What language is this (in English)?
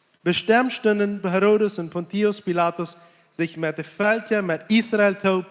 Plautdietsch